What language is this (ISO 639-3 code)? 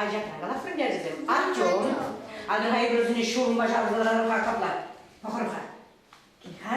chv